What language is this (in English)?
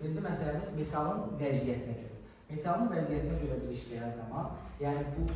Azerbaijani